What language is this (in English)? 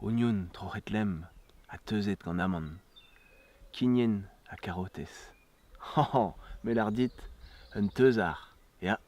Breton